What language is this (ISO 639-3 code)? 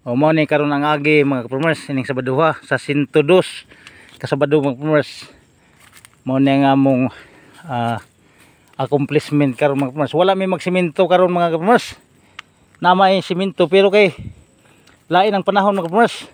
ceb